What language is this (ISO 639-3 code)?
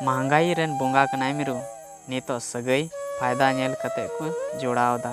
sat